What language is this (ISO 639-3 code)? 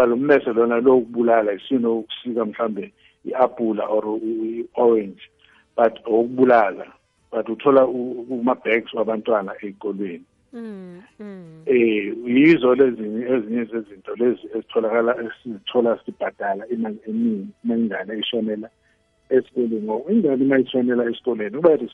nbl